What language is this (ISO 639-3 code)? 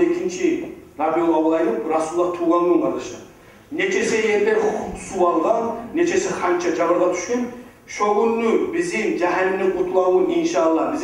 kum